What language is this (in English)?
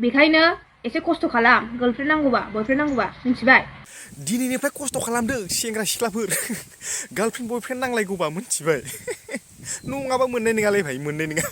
Bodo